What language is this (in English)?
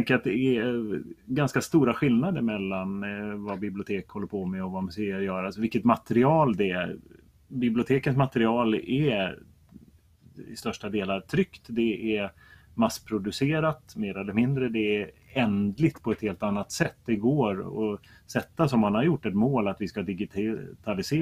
Swedish